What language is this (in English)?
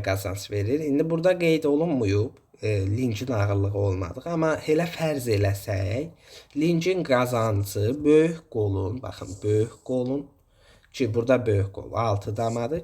Azerbaijani